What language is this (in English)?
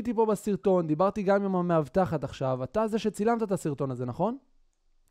Hebrew